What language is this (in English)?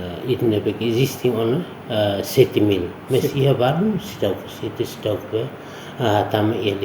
Tetum